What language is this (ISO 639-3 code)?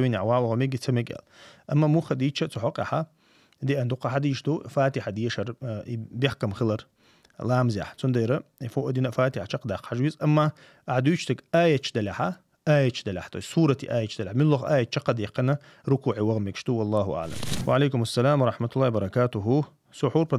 che